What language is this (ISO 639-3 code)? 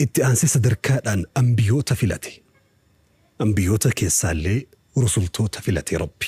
orm